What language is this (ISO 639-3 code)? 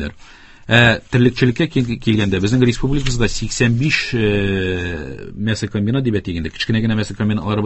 tat